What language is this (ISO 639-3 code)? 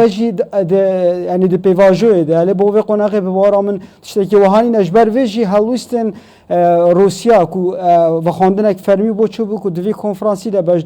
kur